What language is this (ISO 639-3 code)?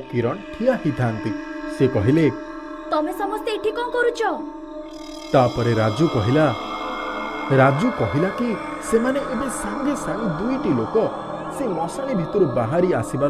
ori